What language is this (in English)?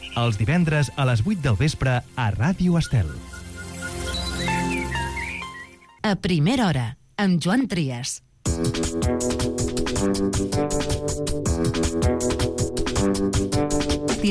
Catalan